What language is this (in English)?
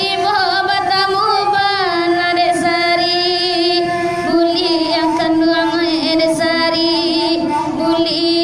Minangkabau